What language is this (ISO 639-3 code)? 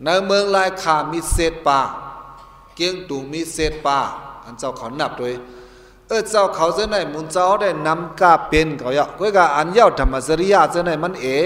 shn